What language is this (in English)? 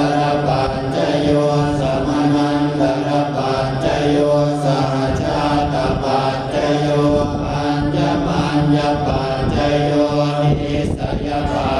Pali